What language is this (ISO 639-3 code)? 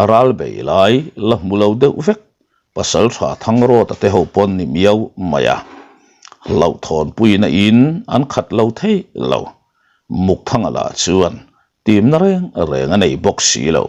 lus